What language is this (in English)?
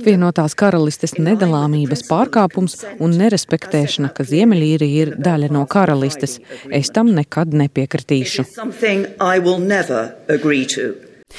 Latvian